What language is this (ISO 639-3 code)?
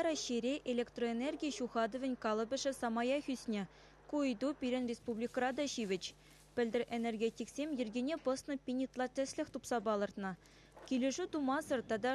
chv